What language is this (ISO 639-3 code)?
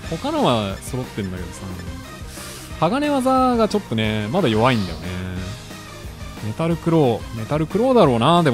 jpn